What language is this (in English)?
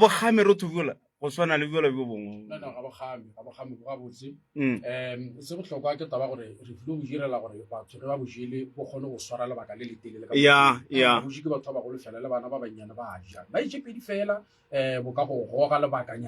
Northern Sotho